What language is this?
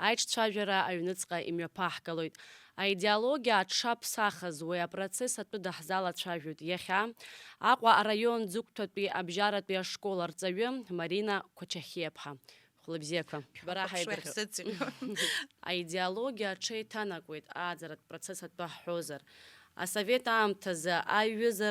Abkhazian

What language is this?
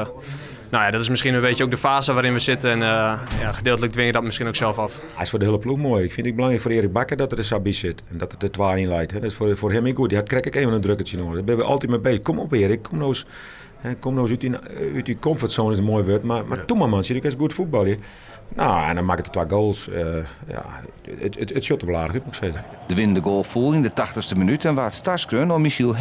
Western Frisian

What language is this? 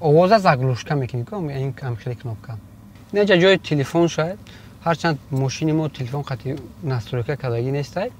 Tajik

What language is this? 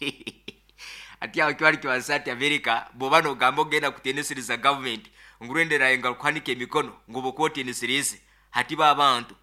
Nyoro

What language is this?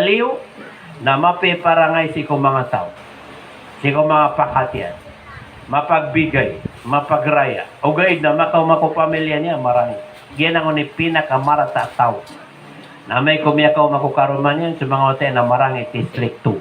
Maranao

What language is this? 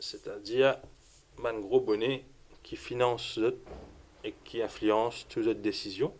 Morisyen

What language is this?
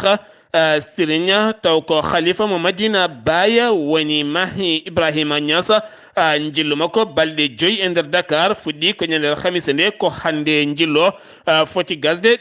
Fula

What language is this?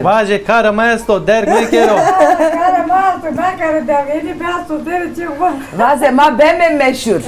Zaza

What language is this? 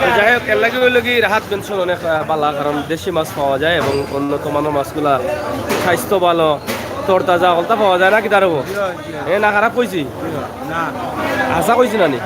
Sylheti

